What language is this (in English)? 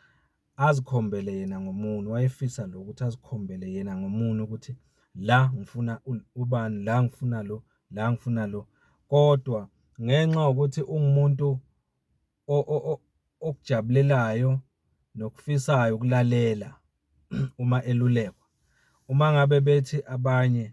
Zulu